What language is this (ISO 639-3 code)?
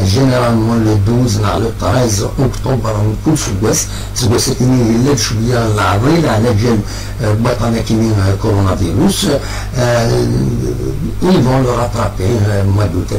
kab